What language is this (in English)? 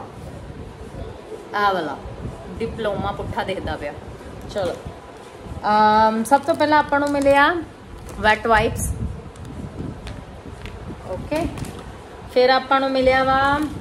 Punjabi